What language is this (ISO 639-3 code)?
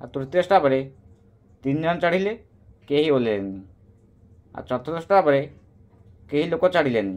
ori